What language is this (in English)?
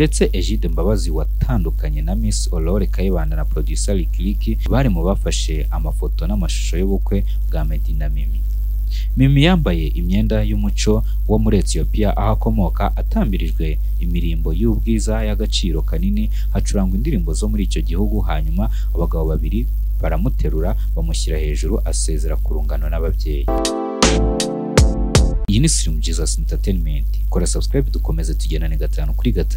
Kinyarwanda